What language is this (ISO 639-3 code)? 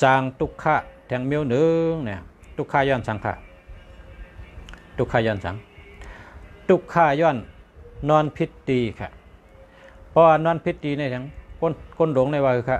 shn